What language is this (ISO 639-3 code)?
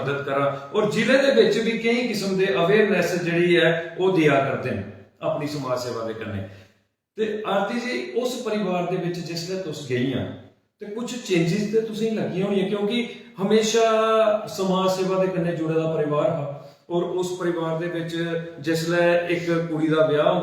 doi